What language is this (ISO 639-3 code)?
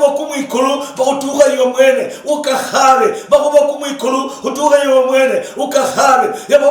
luy